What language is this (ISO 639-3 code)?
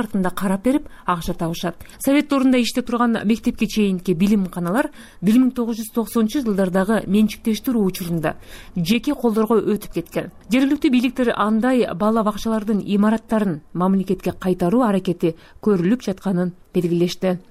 kir